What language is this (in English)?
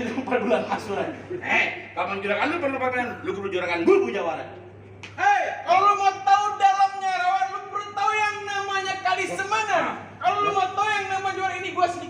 Betawi